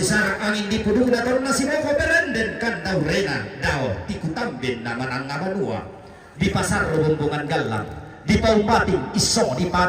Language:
Toraja-Sa'dan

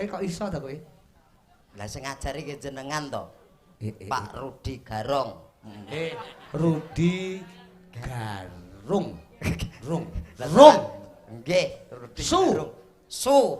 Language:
Javanese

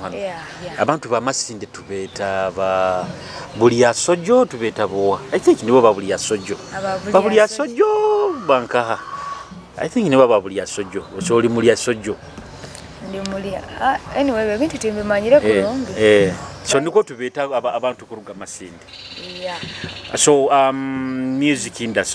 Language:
Nyoro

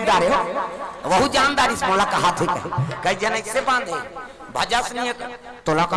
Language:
Chhattisgarhi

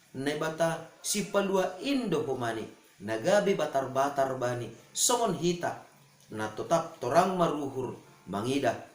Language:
Batak Simalungun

